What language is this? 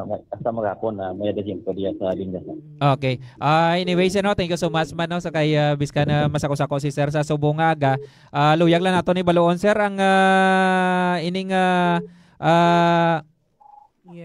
Hiligaynon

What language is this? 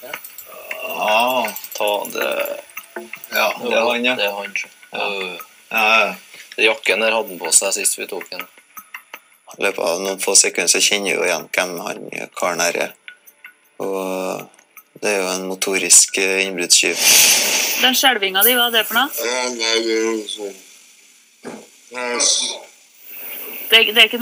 Norwegian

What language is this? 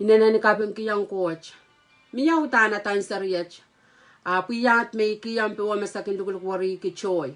Pohnpeian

